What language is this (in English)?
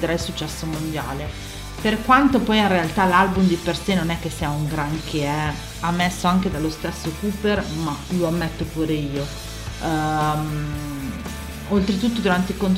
Italian